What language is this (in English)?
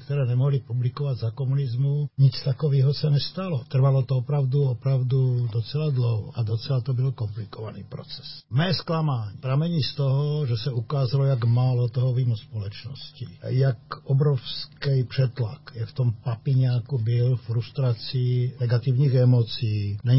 Czech